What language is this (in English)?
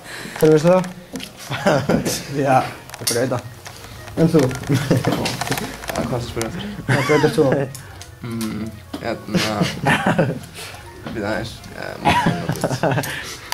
Icelandic